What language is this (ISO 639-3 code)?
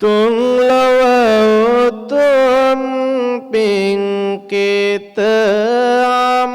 sin